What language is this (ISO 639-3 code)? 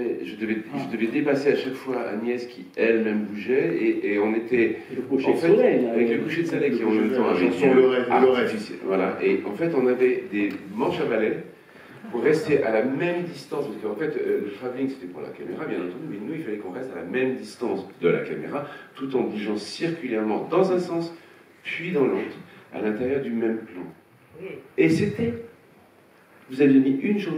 fra